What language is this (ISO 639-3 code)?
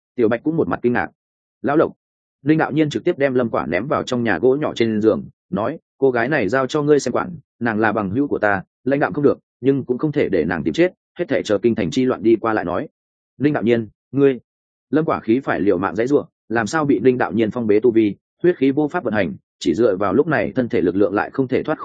vie